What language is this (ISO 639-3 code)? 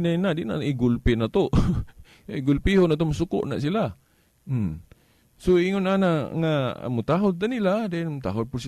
ceb